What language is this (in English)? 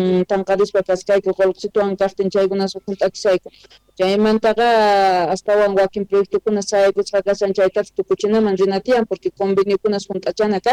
Quechua